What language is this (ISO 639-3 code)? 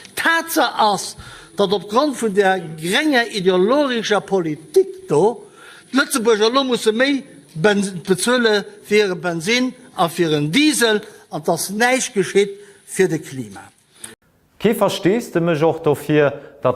ltz